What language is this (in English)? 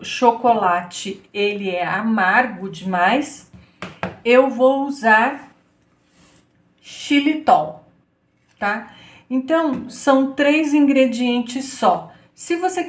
Portuguese